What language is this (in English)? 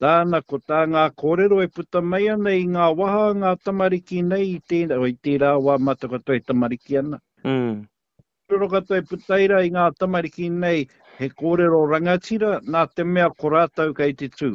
Māori